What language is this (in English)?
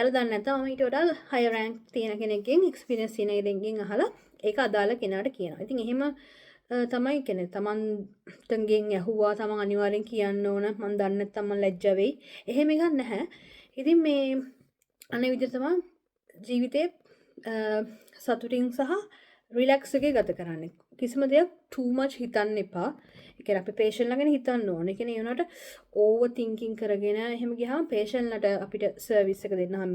Sinhala